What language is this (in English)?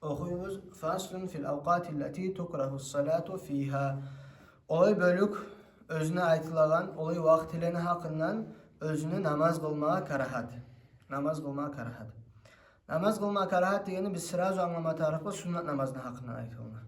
Kumyk